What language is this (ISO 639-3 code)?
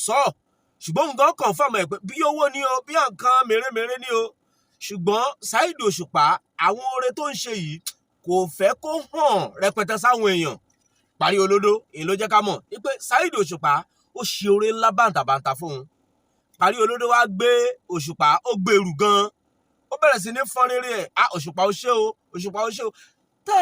yor